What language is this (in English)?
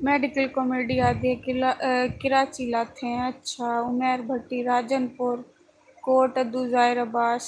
Saraiki